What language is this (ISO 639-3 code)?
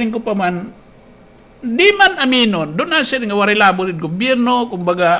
war